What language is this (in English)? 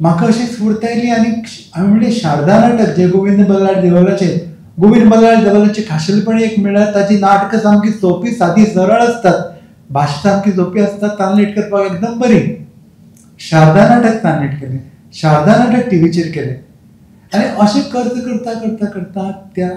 Konkani